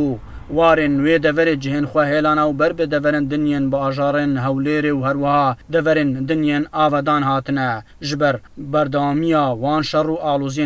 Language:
Kurdish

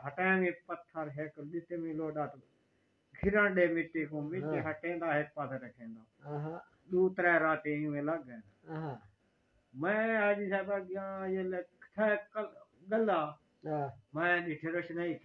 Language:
Saraiki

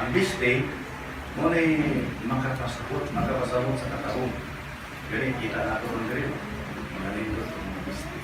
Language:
Cebuano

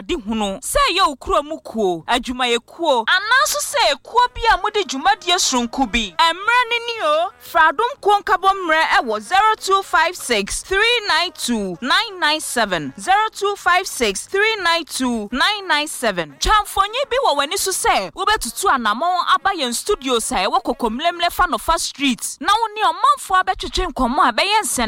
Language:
Akan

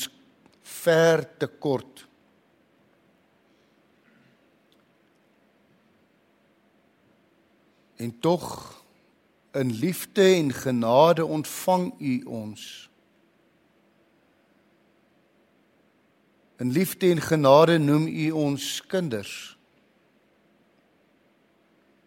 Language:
Afrikaans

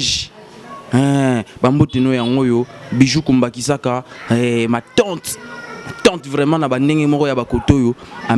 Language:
Lingala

